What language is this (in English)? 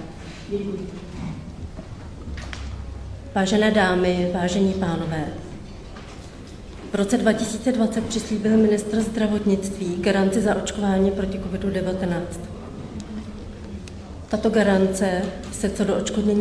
Czech